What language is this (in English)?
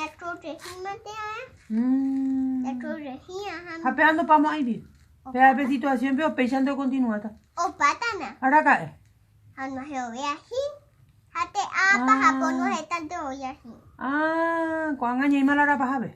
Guarani